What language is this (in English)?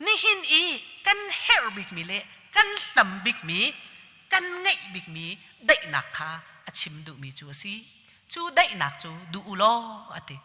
Hakha Chin